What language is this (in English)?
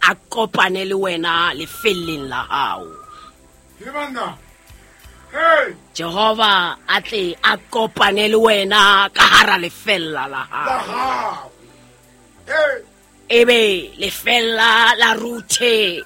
Southern Sotho